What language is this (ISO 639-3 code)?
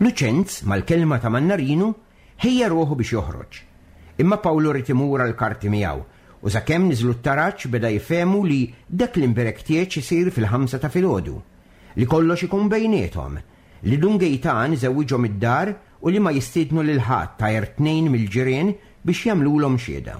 mlt